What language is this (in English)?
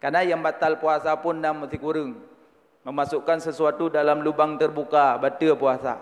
Achinese